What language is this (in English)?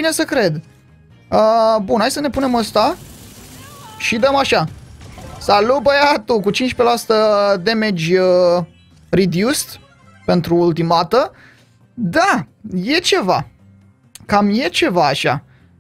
Romanian